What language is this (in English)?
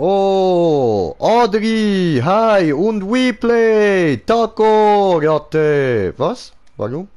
Swiss German